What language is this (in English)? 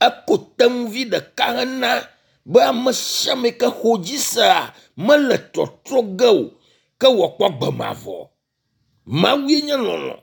Ewe